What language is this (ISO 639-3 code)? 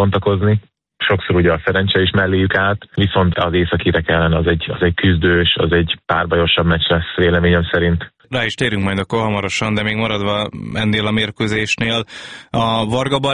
hun